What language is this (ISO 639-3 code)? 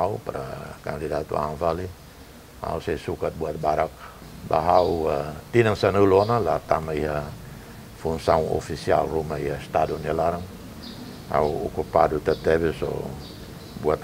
tet